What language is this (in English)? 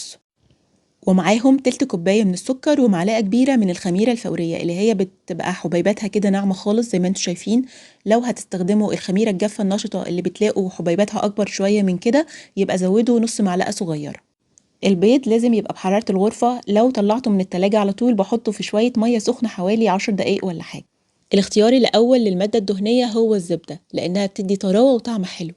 Egyptian Arabic